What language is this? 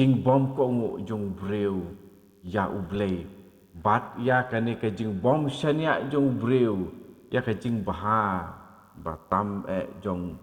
Khasi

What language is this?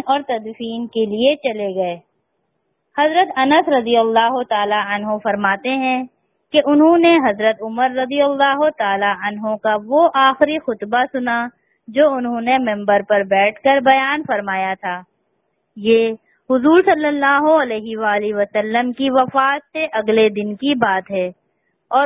Urdu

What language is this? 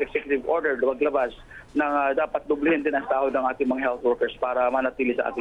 Filipino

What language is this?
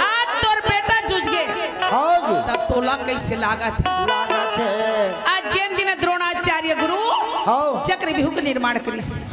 Chhattisgarhi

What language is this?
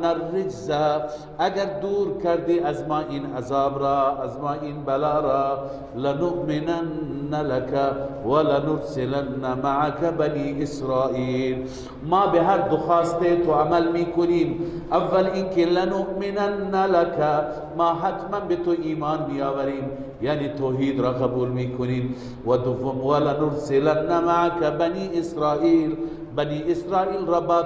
Persian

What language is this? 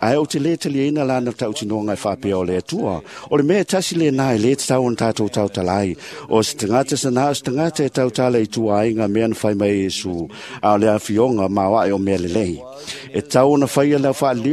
Samoan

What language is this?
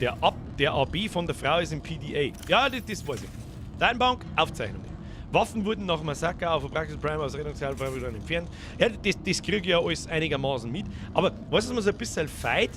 Bavarian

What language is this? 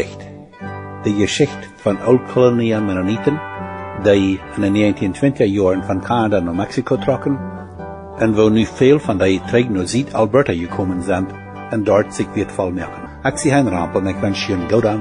Plautdietsch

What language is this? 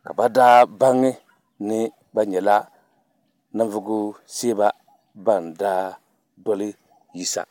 Dagbani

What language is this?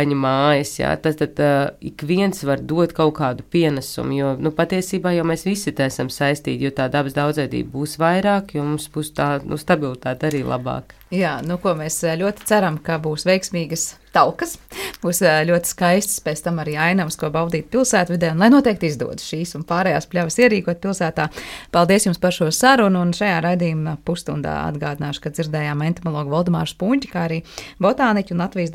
Latvian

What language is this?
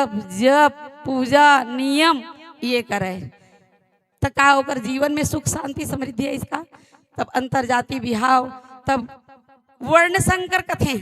Chhattisgarhi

